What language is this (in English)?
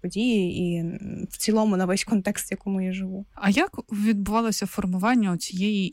Ukrainian